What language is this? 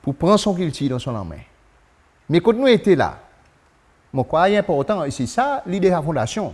Seselwa Creole French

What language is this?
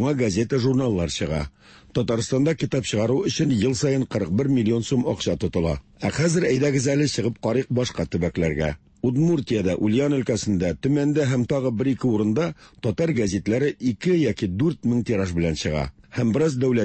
Tatar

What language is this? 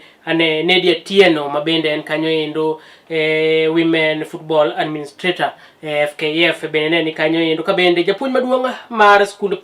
Luo (Kenya and Tanzania)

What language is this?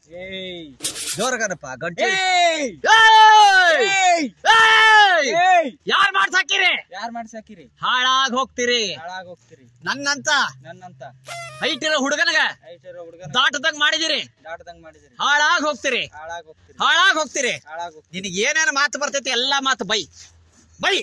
Kannada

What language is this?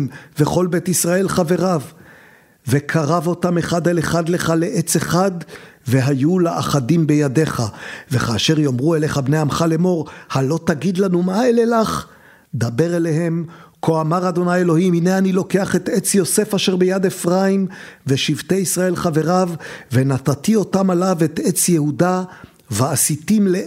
Hebrew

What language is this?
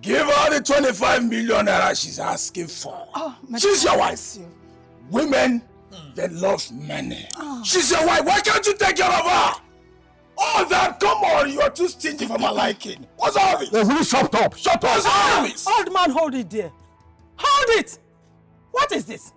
Nigerian Pidgin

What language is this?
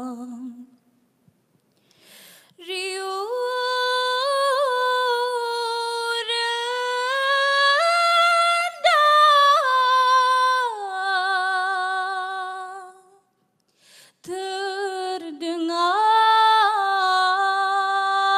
Malay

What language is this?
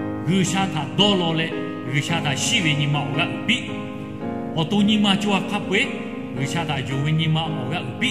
Lahu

